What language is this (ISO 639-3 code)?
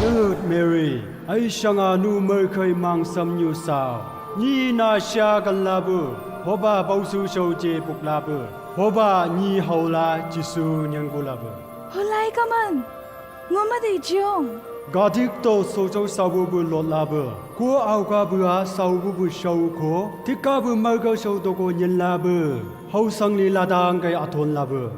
nbc